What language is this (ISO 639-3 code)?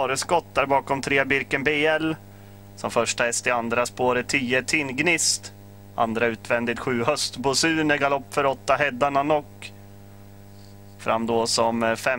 swe